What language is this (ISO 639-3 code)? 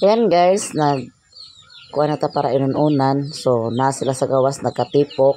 ceb